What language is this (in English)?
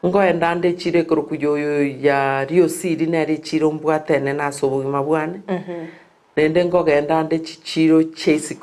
Gusii